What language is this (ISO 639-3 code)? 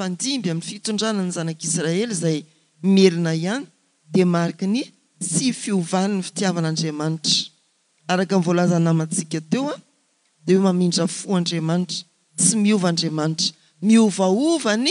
mlg